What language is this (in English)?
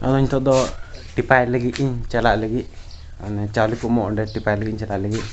Santali